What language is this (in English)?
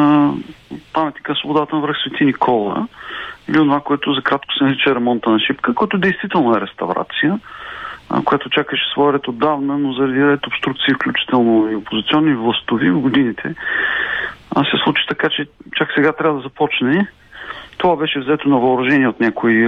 Bulgarian